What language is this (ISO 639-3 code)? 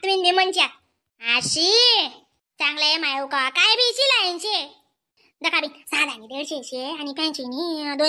khn